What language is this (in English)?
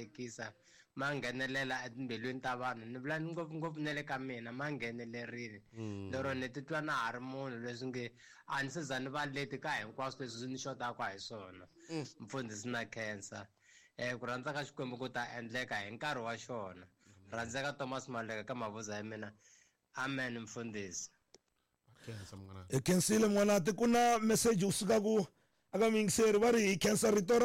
Tsonga